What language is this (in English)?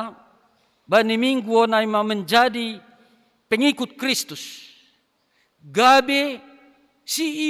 Batak Simalungun